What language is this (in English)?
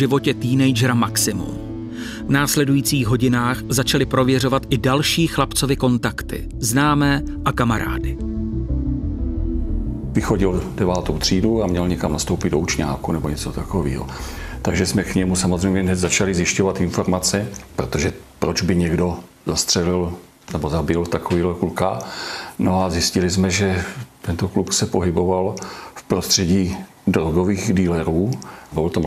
Czech